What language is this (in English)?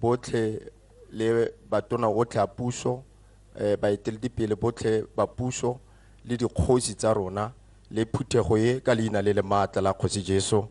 Tswana